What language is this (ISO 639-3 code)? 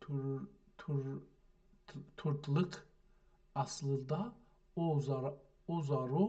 azb